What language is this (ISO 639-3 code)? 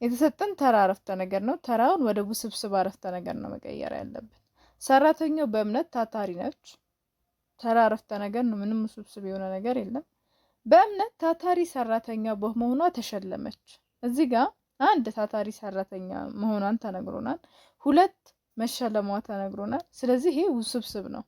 amh